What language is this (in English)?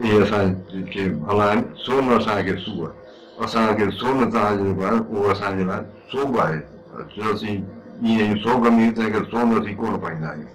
Sindhi